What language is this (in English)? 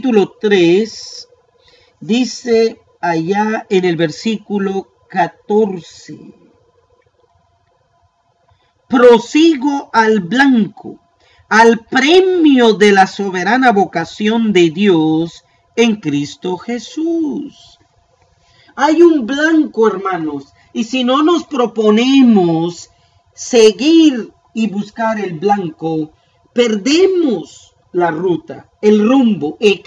Spanish